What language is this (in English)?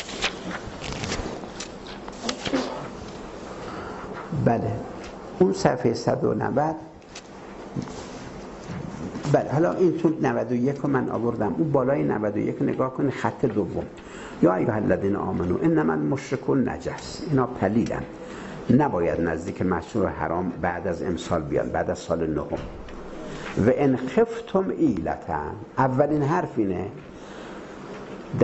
Persian